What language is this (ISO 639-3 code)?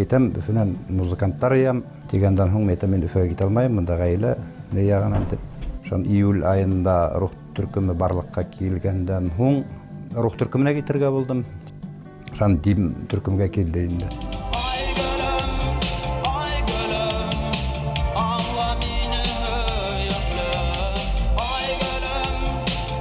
bak